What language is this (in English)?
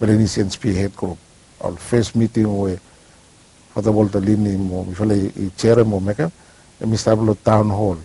Bislama